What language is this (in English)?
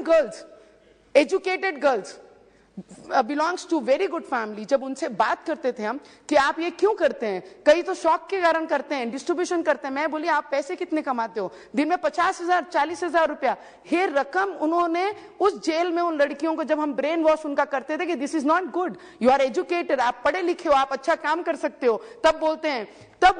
Hindi